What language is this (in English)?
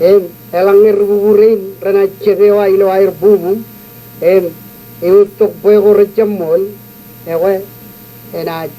Marshallese